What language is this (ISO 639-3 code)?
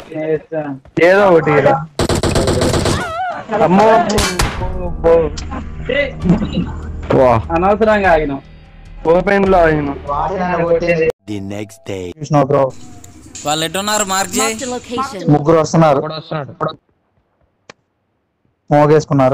tel